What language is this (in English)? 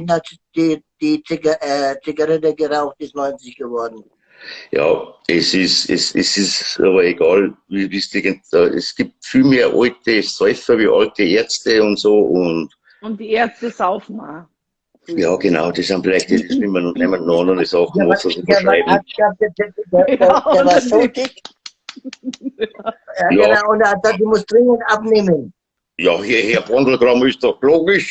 Bavarian